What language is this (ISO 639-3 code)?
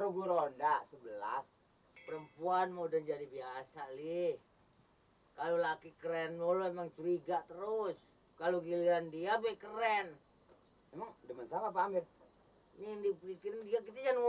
bew